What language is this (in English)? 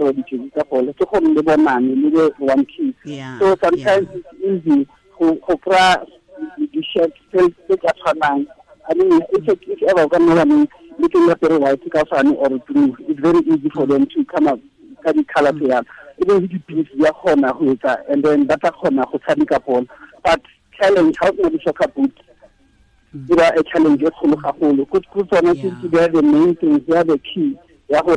Tswana